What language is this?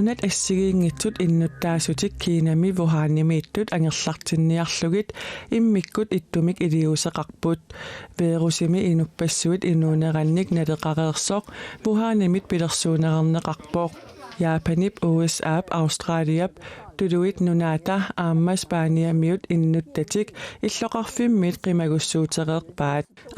Kalaallisut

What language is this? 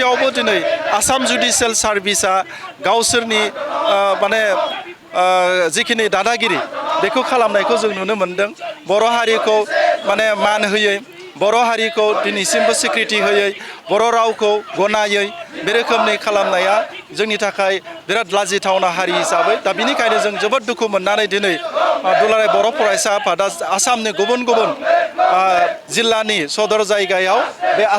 Bodo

